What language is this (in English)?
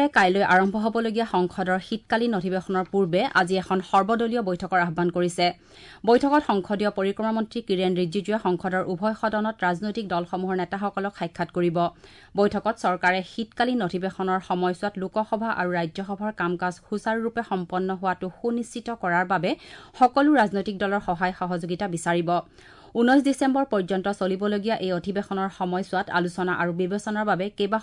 Assamese